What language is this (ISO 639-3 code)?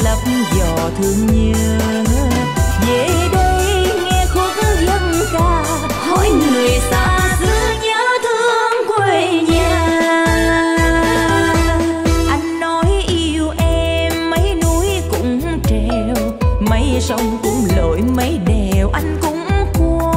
vie